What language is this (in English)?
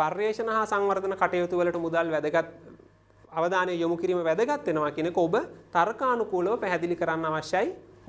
Sinhala